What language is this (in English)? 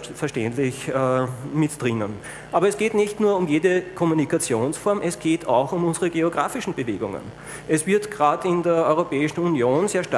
German